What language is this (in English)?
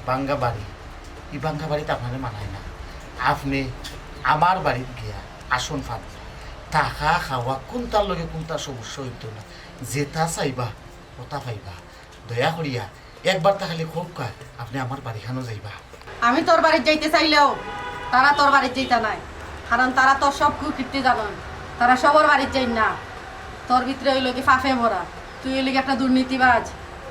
Sylheti